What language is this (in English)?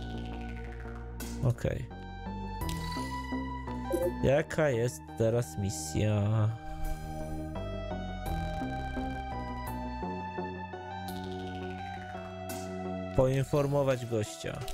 Polish